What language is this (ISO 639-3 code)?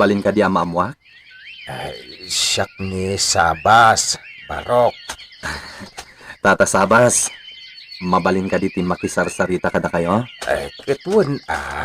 ilo